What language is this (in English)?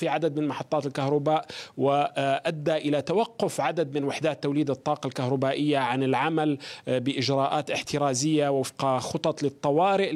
Arabic